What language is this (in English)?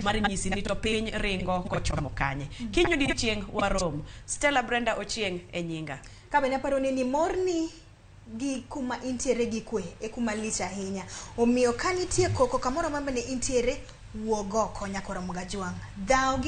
Luo (Kenya and Tanzania)